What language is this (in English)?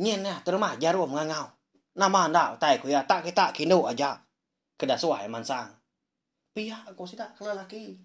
Iban